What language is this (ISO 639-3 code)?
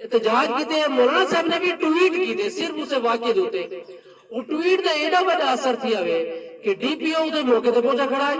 skr